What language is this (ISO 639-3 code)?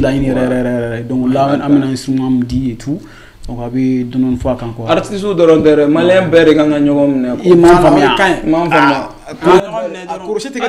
bam